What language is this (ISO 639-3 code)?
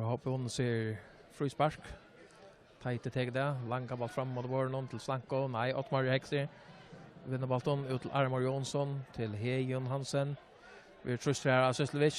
fao